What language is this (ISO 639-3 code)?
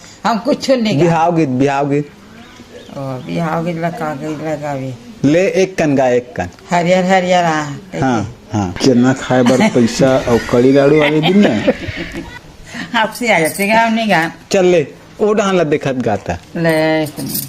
hne